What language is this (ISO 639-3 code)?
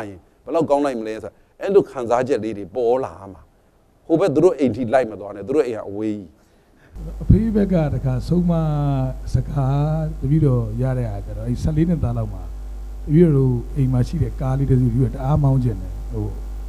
mya